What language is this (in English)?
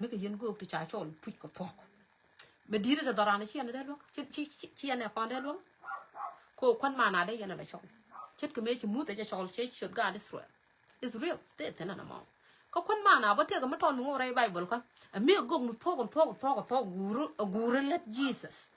Nuer